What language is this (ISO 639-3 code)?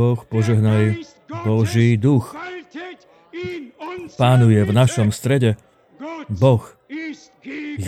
slk